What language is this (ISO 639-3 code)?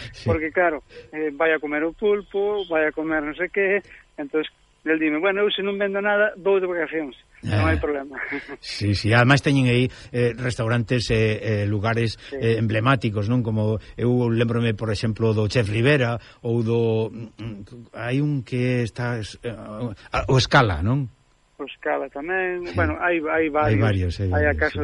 glg